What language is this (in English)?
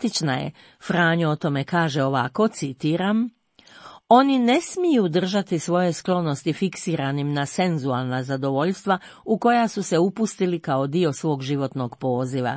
Croatian